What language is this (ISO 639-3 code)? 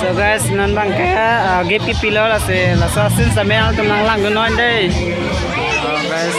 mjw